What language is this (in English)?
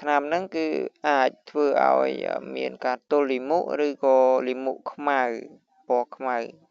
Khmer